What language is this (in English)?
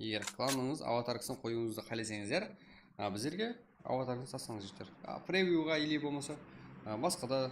Kara-Kalpak